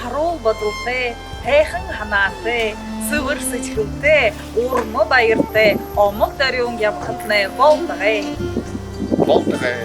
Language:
Buriat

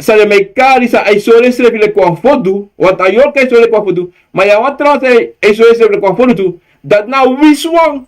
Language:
Sranan Tongo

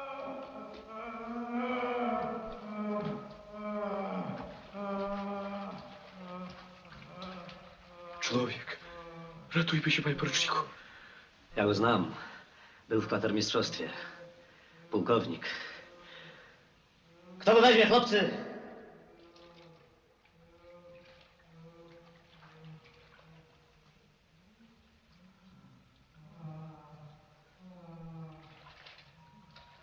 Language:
Polish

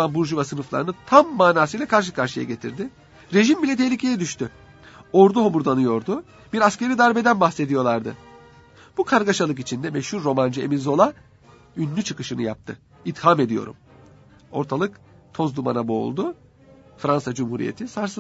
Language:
Turkish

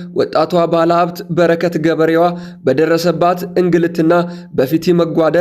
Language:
Amharic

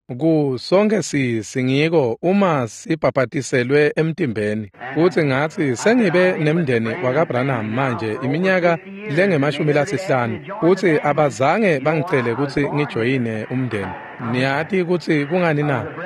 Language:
Swati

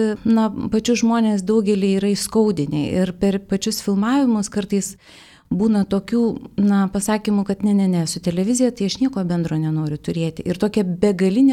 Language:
Lithuanian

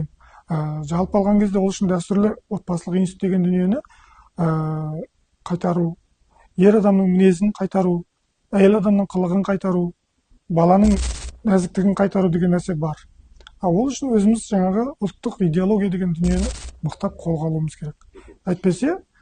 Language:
Kazakh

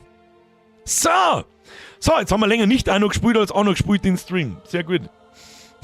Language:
Bavarian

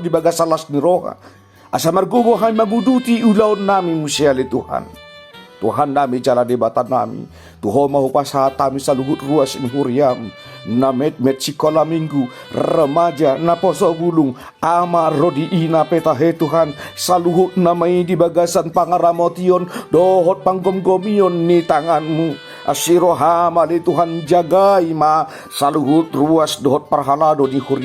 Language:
Batak Toba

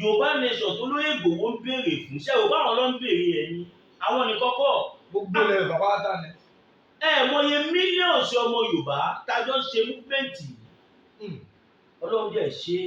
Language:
Yoruba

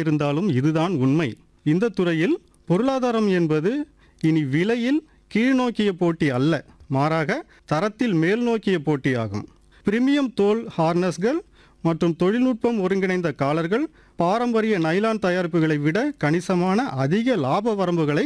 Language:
Tamil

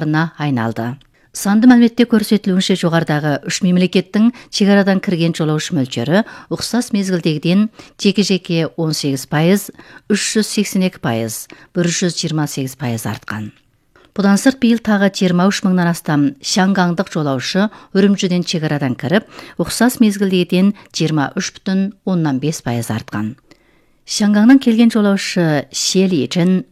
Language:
Kazakh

